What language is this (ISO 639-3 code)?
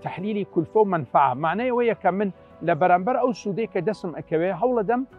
ckb